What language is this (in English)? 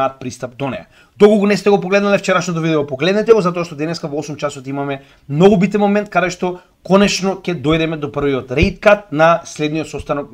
Macedonian